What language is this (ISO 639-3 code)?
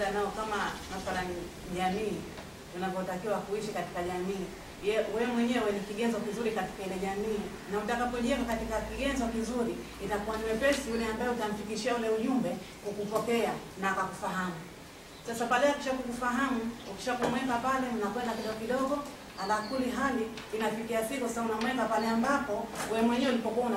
swa